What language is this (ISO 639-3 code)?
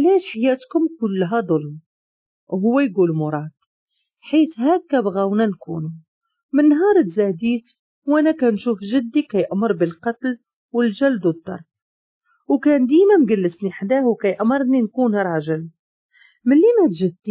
ary